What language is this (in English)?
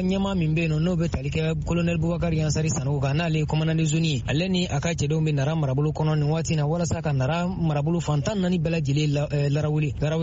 Bambara